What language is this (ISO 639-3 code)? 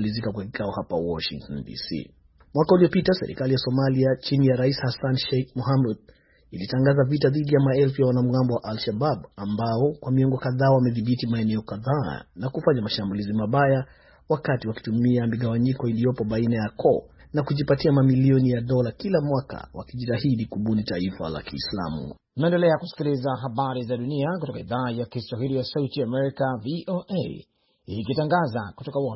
swa